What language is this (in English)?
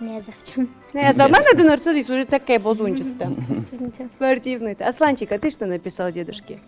Ossetic